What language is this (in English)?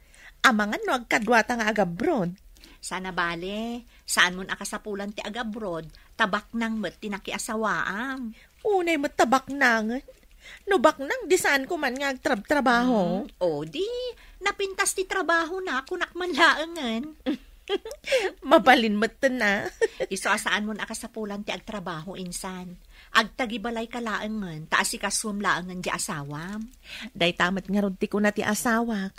Iloko